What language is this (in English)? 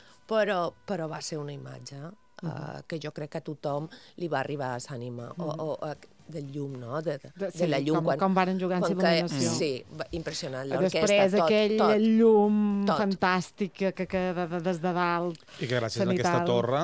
Catalan